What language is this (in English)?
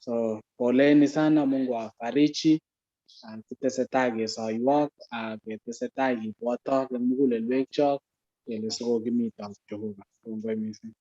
Kalenjin